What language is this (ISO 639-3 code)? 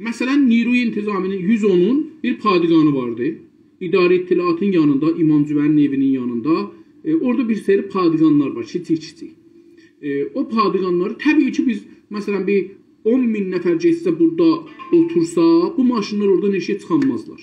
azb